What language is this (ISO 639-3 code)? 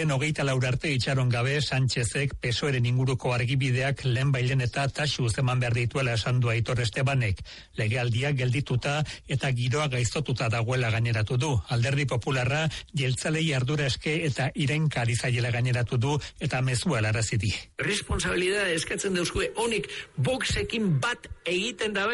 eus